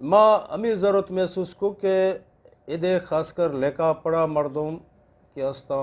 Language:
Eastern Balochi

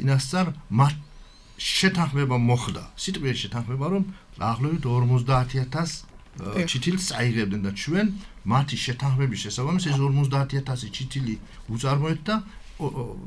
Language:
Georgian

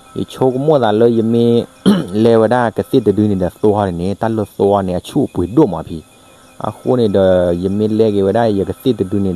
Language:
S'gaw Karen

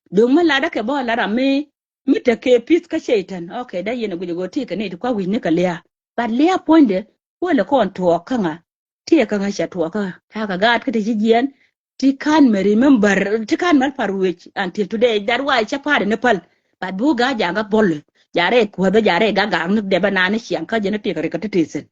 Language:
Nuer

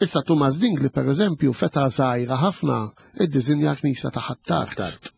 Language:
Maltese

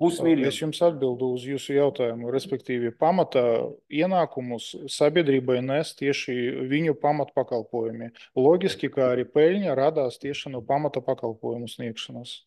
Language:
Latvian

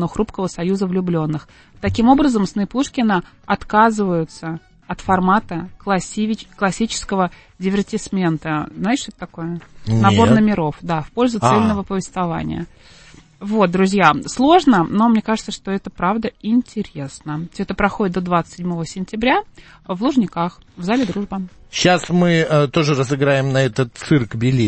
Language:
Russian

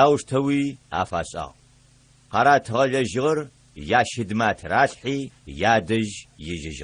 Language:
Adyghe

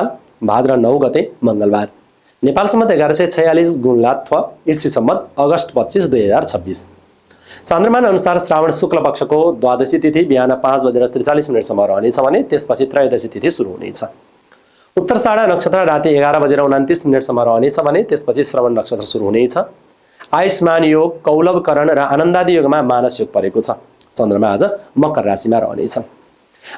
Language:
Nepali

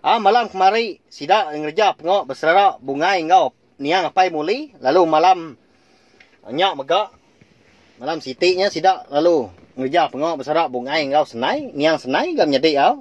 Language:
Iban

